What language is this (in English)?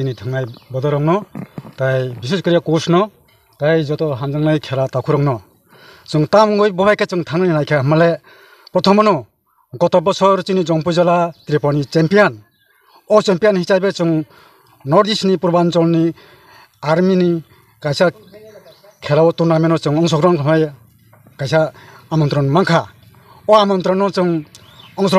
Kok Borok